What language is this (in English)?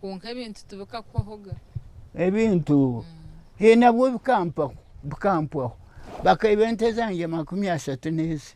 Nyankole